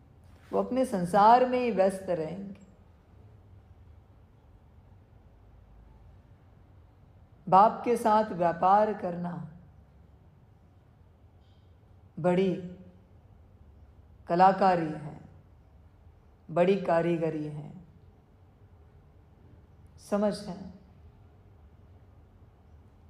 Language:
Hindi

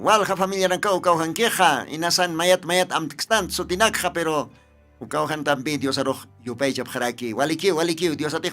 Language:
Aymara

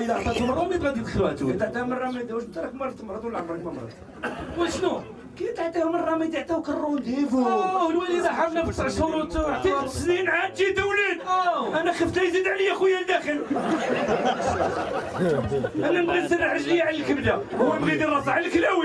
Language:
Moroccan Arabic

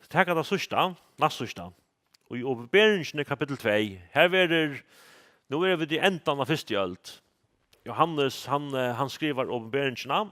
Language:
Faroese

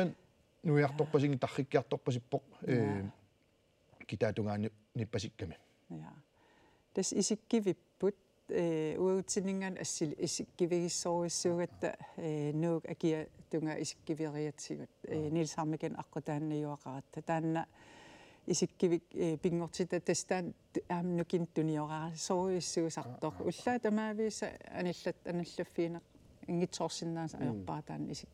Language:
Kalaallisut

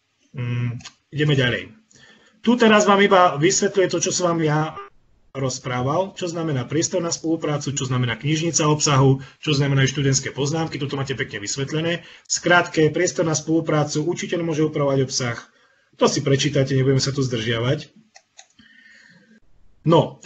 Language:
Slovak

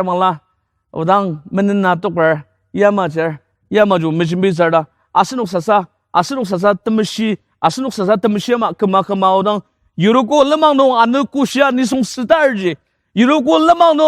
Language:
Ao Naga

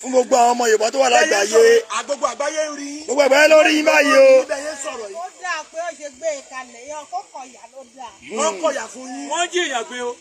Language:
Yoruba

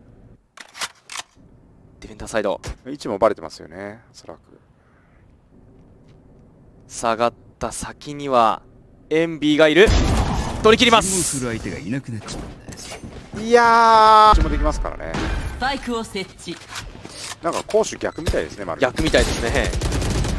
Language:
Japanese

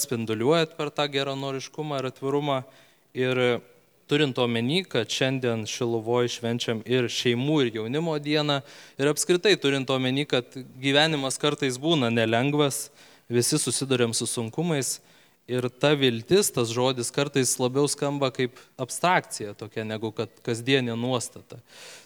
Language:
Lithuanian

